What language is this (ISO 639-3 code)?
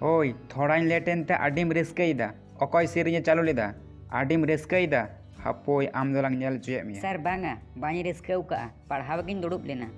sat